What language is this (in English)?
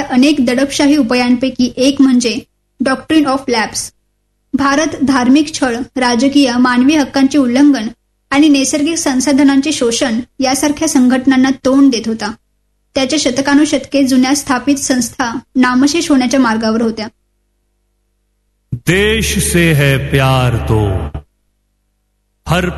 Marathi